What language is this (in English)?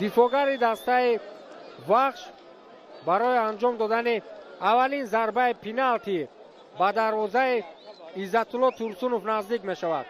Tajik